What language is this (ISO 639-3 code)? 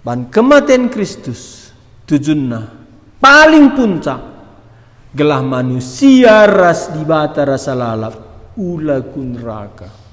btx